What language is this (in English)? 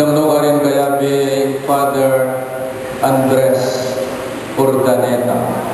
Pampanga